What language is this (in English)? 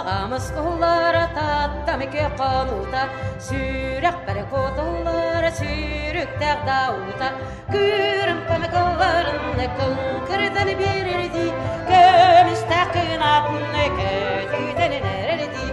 Yakut